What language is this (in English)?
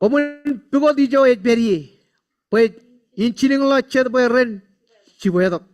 Marshallese